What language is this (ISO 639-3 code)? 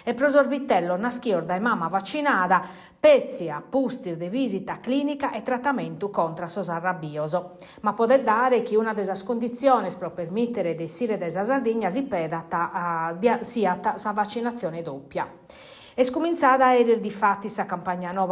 srd